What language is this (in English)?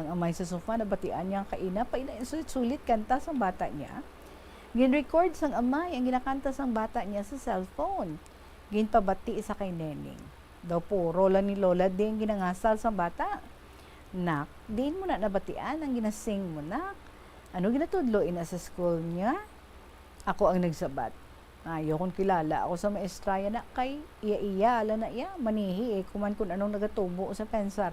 Hiligaynon